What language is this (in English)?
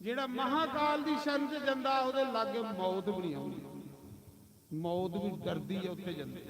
Dogri